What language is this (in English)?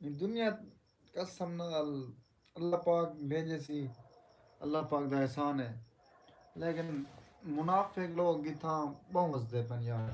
Saraiki